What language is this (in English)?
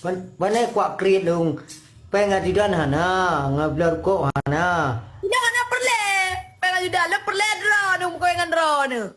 Achinese